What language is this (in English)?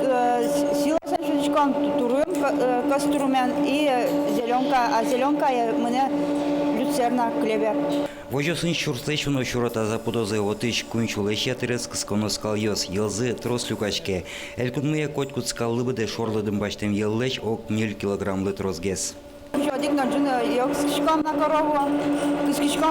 Udmurt